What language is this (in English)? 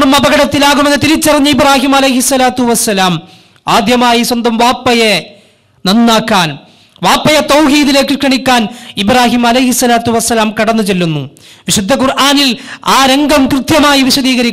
Malayalam